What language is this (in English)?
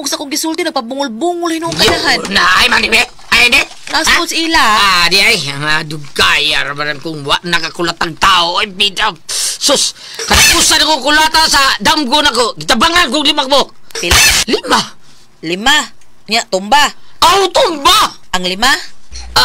Cebuano